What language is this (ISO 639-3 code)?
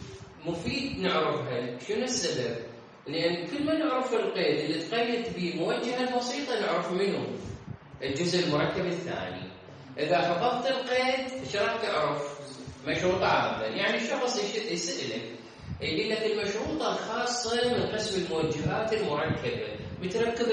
acm